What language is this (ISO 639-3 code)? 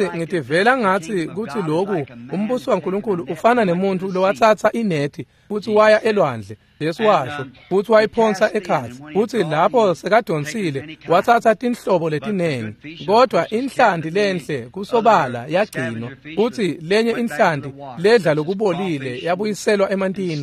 ssw